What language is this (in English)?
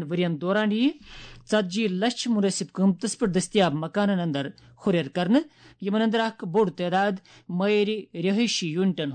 Kashmiri